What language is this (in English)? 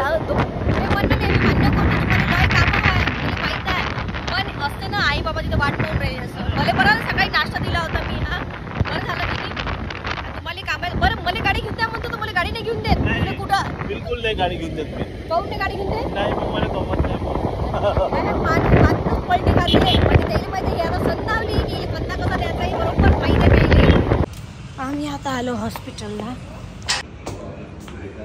Marathi